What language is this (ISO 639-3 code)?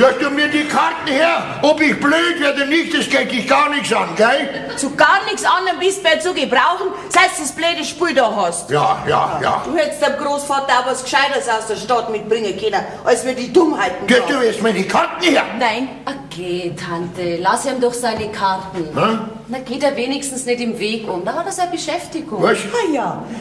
bar